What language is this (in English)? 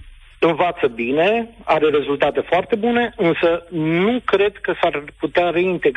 Romanian